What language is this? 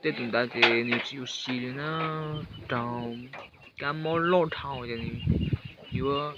Hmong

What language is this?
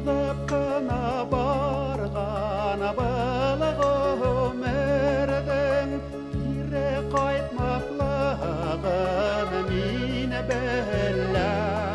Bashkir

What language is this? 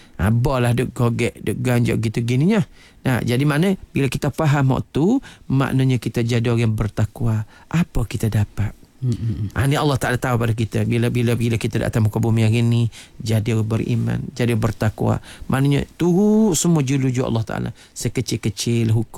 Malay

